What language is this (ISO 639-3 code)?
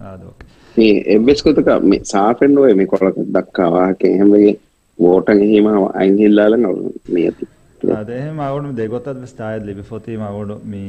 div